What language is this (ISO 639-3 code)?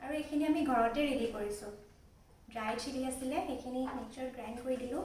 asm